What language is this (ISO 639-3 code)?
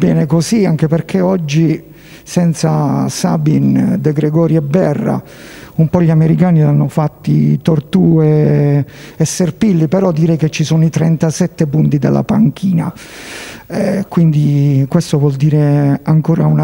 ita